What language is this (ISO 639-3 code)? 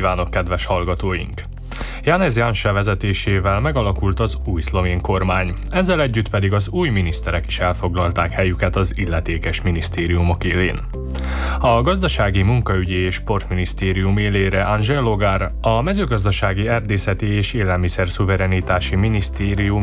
hun